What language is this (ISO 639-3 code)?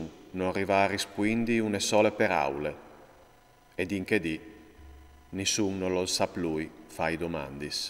fur